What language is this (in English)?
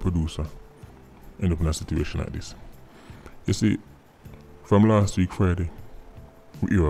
Jamaican Creole English